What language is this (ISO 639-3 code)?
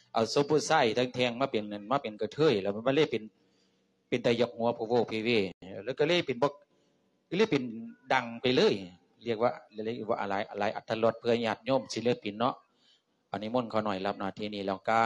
lao